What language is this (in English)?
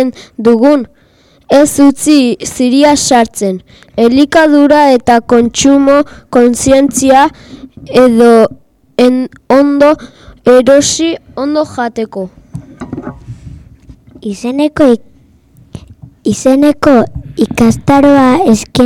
Basque